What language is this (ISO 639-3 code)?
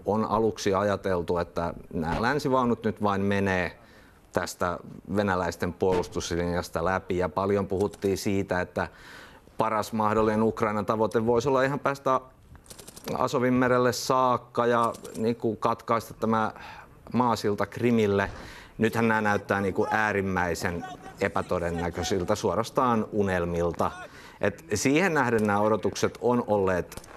fin